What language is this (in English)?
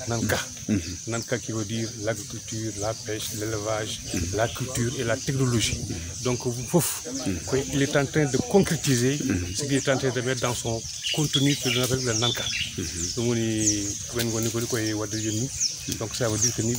Fula